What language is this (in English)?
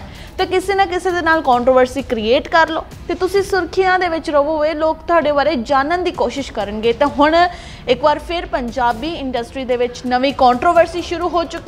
Punjabi